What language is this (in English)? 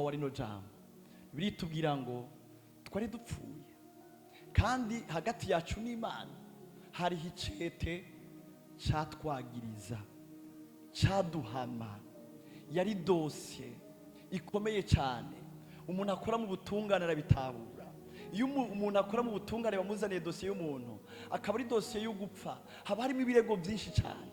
Rundi